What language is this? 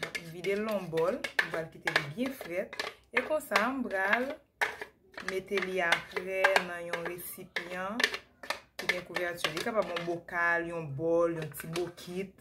Haitian Creole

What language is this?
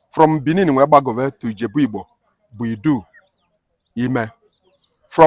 Igbo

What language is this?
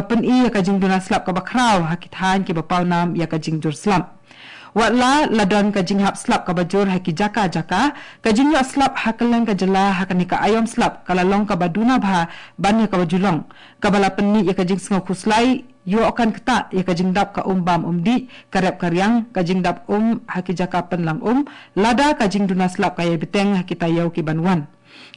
Khasi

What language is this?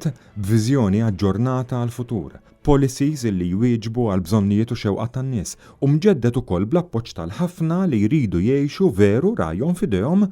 Maltese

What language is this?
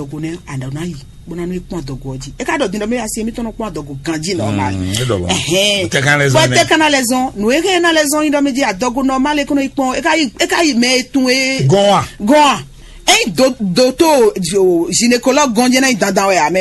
Fon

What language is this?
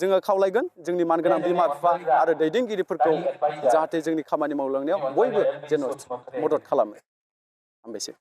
Bodo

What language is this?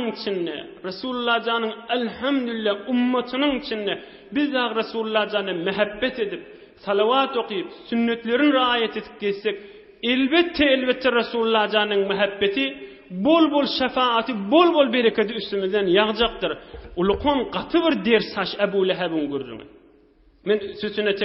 Turkmen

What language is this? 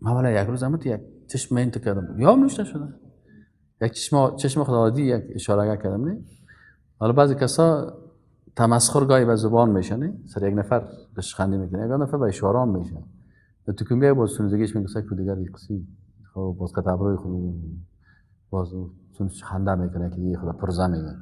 Persian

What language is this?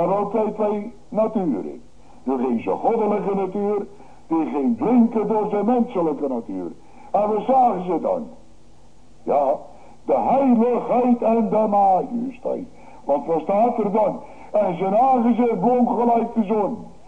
Dutch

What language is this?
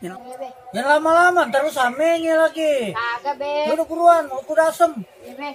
Betawi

